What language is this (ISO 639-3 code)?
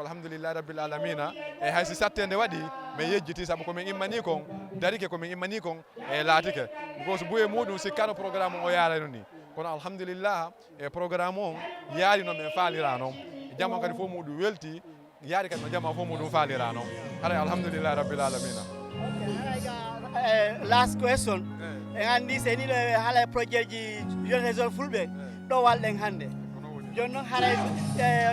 ful